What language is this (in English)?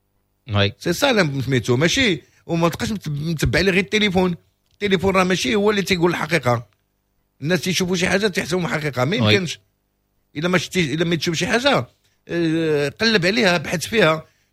Moroccan Arabic